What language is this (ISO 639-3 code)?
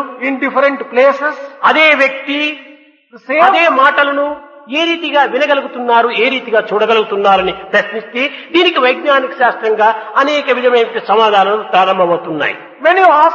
tel